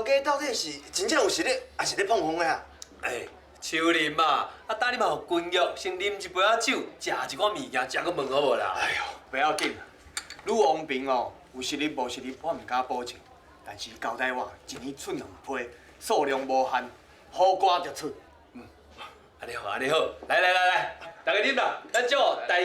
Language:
Min Nan Chinese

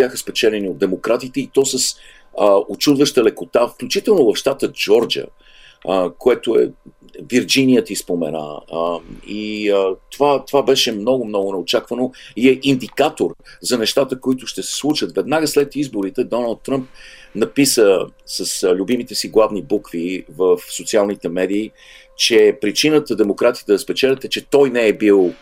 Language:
Bulgarian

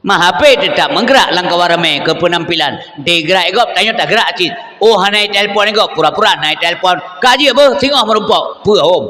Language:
Achinese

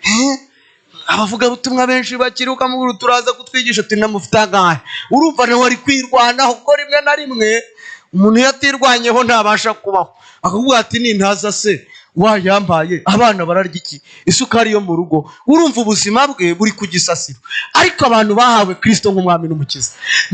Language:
Kinyarwanda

